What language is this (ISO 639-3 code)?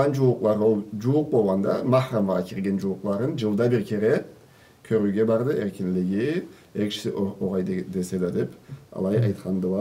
krc